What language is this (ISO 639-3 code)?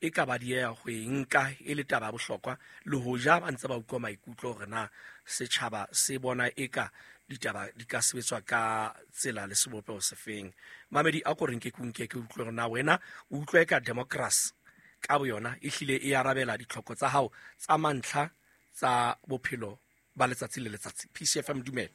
sot